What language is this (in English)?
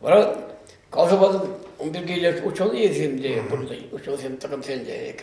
Chuvash